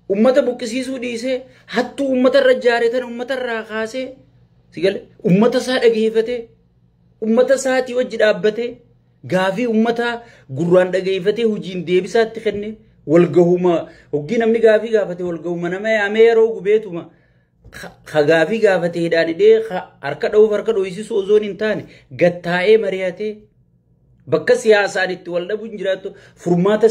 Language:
Oromo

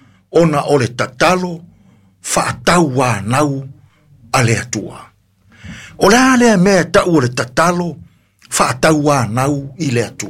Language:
Samoan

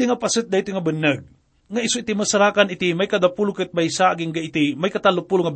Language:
Iloko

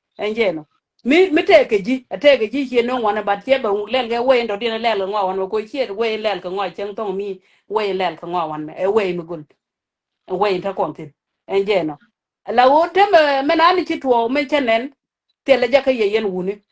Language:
Nuer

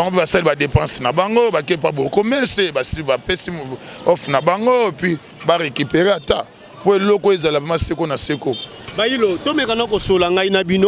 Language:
Lingala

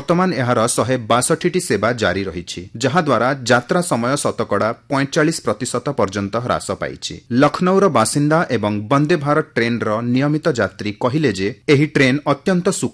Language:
Odia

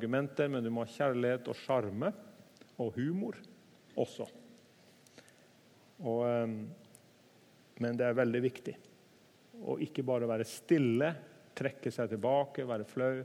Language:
Norwegian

